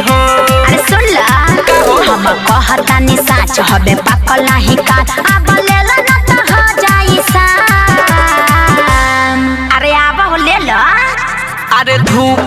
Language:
Bhojpuri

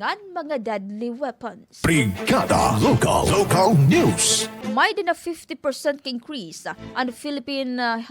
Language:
Waray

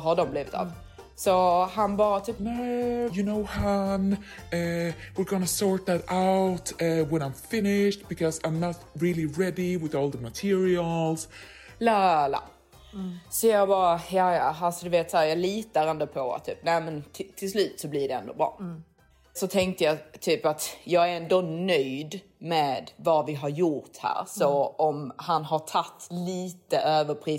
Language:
Swedish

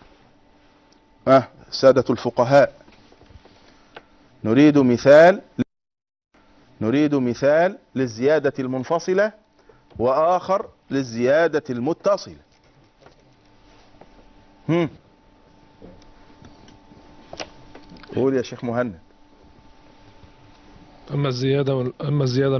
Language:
Arabic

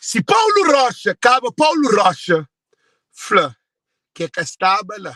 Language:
Kabuverdianu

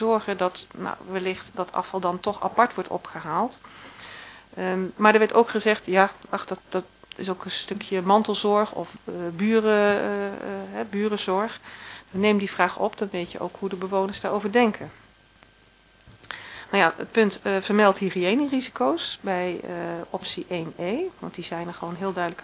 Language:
Dutch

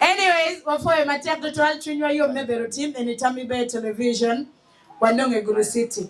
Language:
Acoli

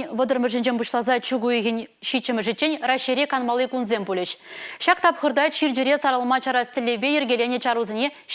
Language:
Chuvash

